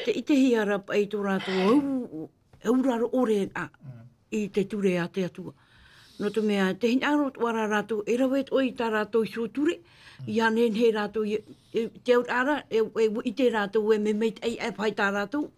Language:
Tahitian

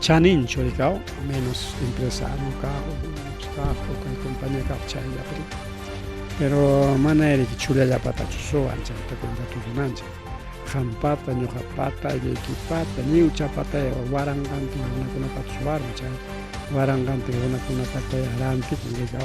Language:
Ayacucho Quechua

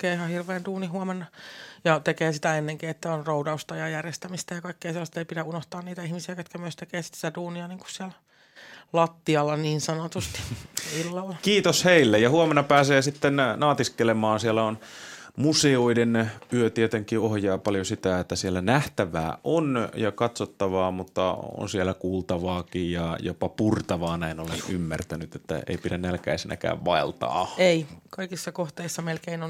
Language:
Finnish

